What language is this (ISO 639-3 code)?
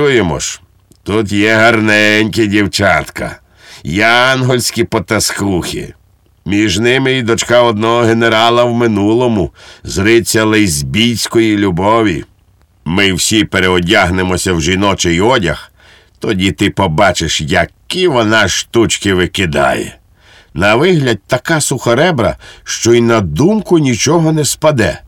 ukr